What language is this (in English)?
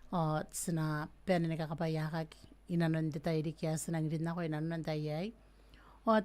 Gilbertese